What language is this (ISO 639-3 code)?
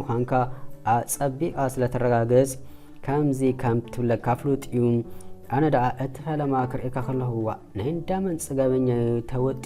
tir